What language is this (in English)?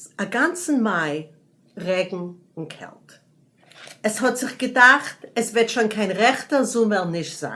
Yiddish